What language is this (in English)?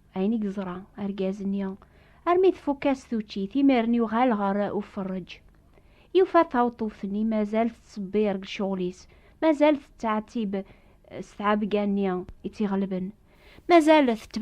Kabyle